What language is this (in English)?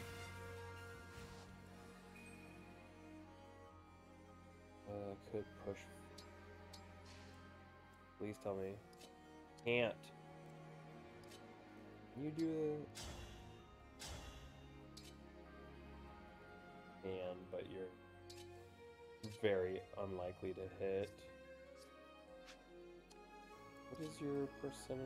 English